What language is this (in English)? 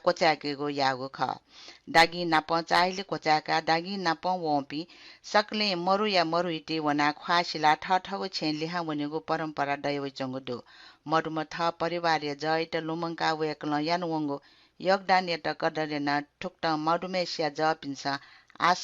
Newari